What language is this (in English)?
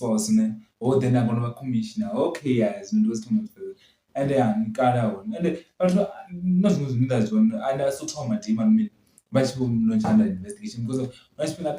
Venda